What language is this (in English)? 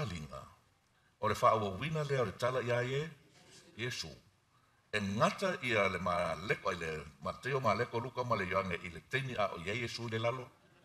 Samoan